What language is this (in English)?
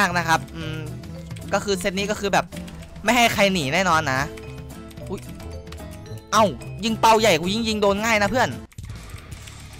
Thai